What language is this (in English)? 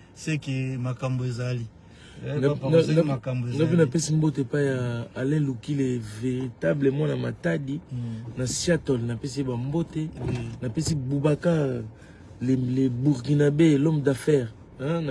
Lingala